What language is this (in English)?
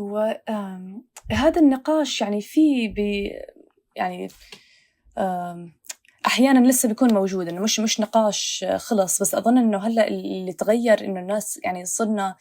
North Levantine Arabic